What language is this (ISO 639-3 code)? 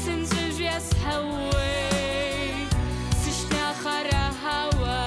abk